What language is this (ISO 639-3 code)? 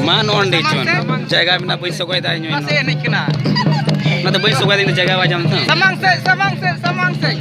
sat